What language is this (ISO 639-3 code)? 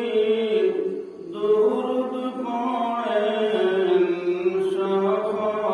syl